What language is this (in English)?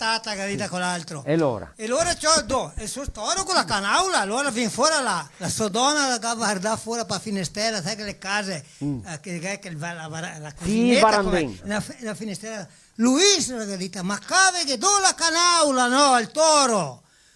Venetian